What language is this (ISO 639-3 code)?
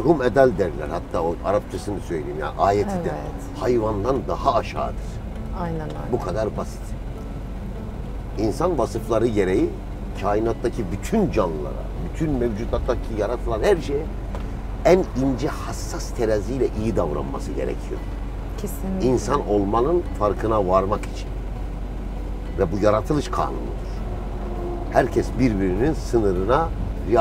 tur